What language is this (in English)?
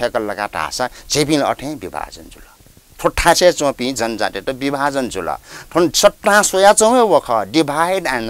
Newari